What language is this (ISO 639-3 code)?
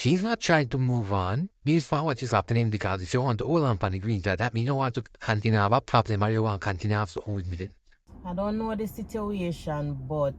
jam